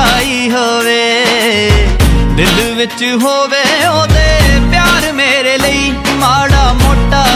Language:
Punjabi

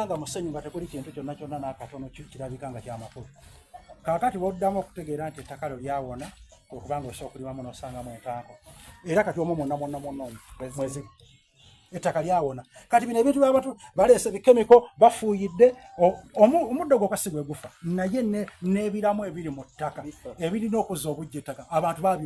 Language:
Soga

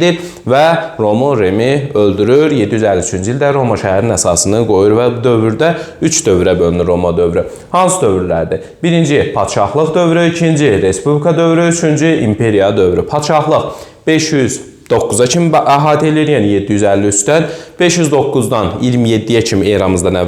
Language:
Azerbaijani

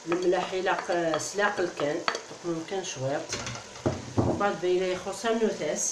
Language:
Kabyle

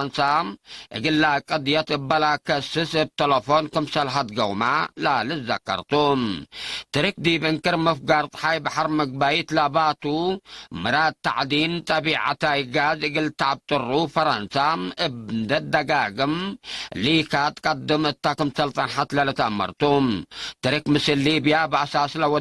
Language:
Tigre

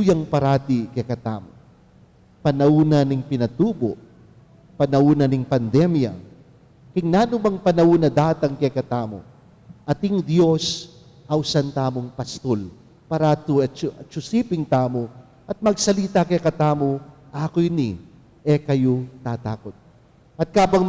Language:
Pampanga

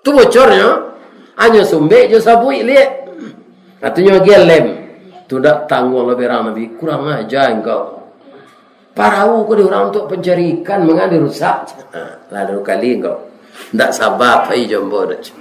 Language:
Minangkabau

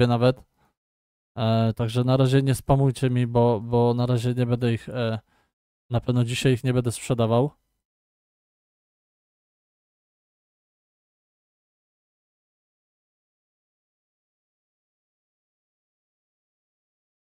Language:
Polish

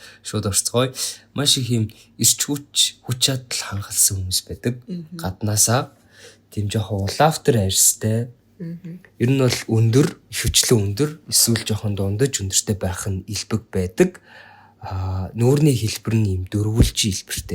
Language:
Mongolian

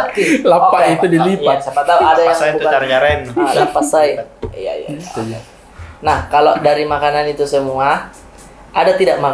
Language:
Makassar Malay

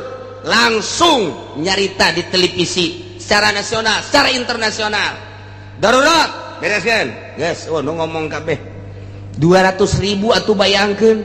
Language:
Sundanese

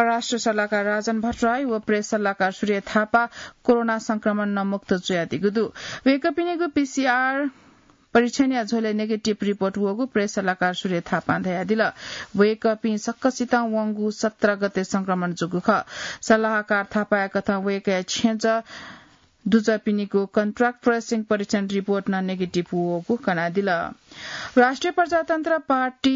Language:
Newari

